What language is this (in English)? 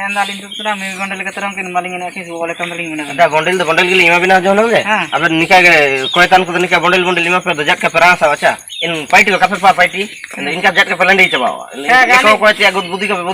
Ho